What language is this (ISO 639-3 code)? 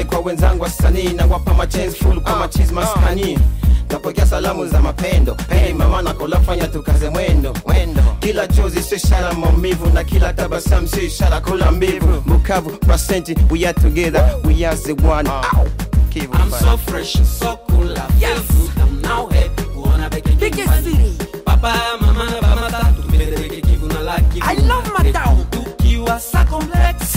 swa